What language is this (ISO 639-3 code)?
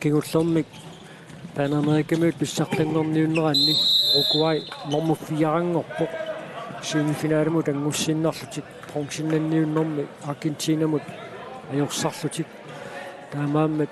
kal